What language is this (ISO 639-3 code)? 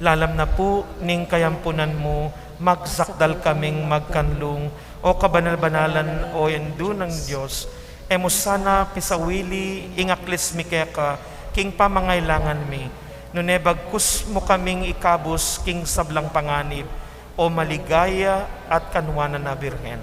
pam